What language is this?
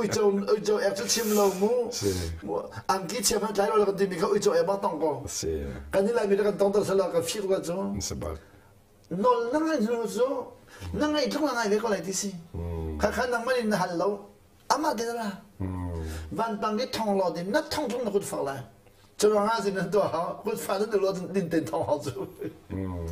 Hakha Chin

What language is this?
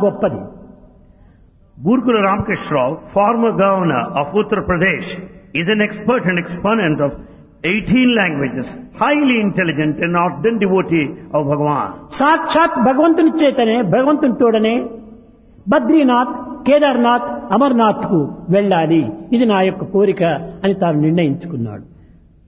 Telugu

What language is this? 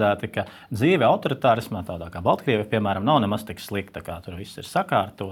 Latvian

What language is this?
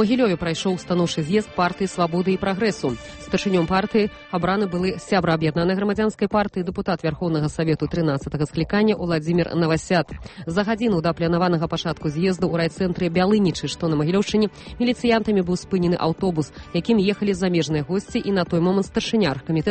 Belarusian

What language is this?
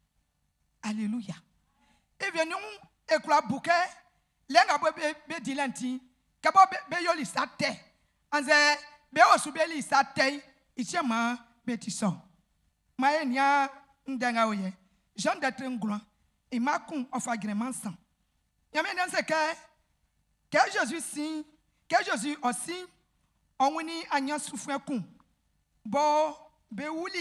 Baoulé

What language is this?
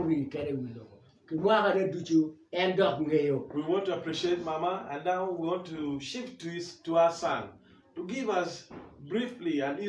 Acoli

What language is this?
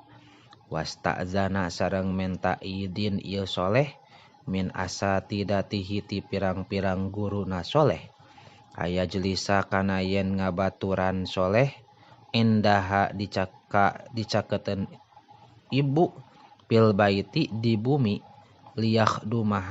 Sundanese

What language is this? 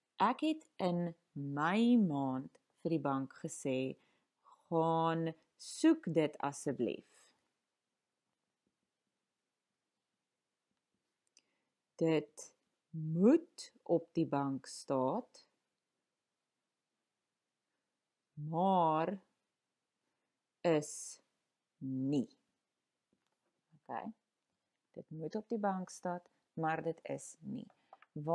Afrikaans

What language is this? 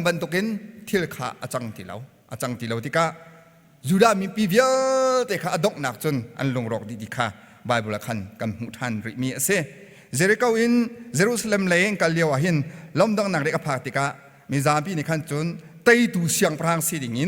Hakha Chin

